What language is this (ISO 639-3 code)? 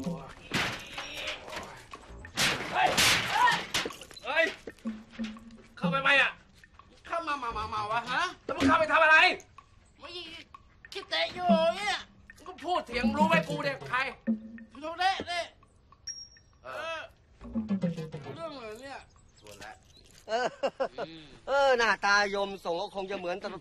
tha